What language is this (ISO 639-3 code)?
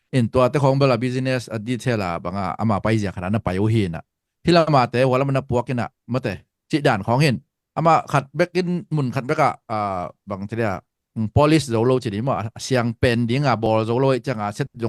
ctd